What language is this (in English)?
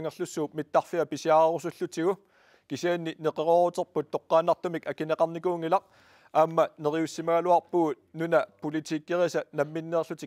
Kalaallisut